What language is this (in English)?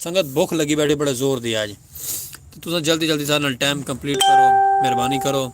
Saraiki